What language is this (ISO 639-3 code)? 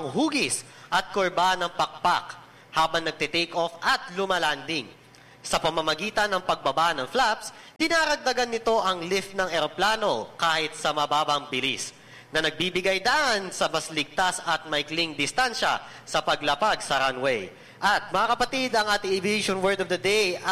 fil